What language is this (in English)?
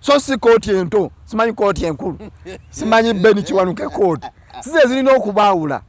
Ganda